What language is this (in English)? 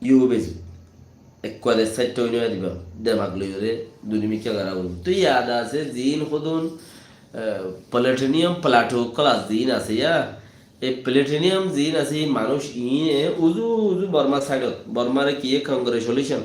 Rohingya